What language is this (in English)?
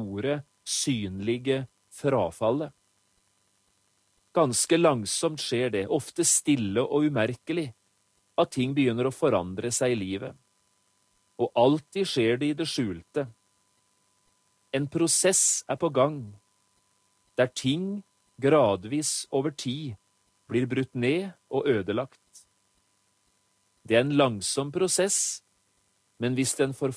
Norwegian